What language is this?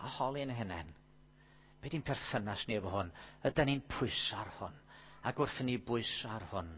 Welsh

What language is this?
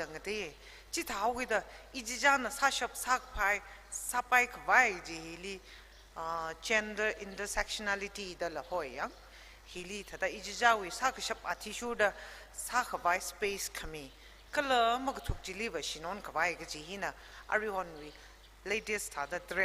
Tangkhul Naga (India)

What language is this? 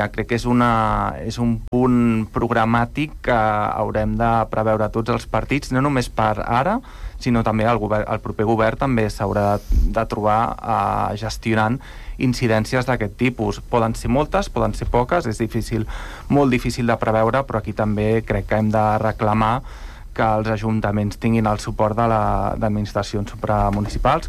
Catalan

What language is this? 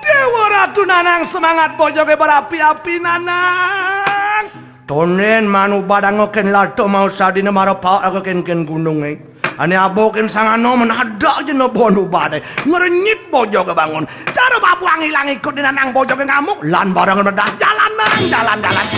Balinese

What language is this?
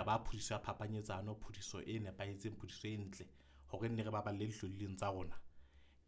Southern Sotho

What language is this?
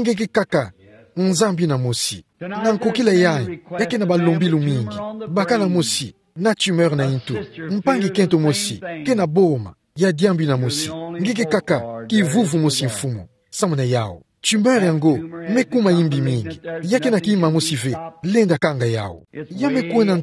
Kituba (Democratic Republic of Congo)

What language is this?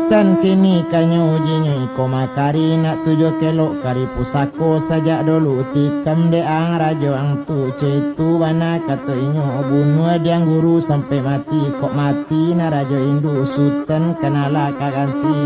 Minangkabau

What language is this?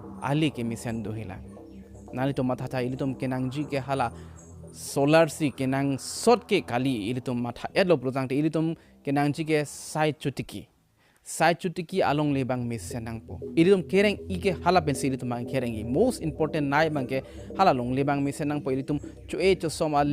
Karbi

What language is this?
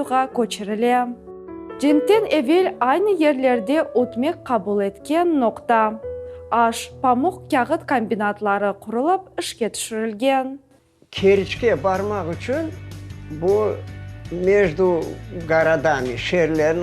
Crimean Tatar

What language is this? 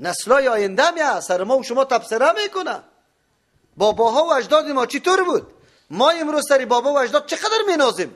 Persian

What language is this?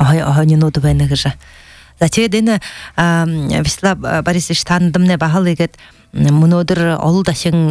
Buriat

